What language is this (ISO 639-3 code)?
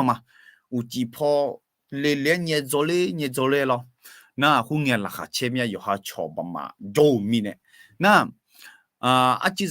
ahk